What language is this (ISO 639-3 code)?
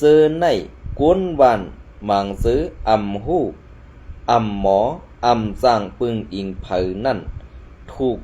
shn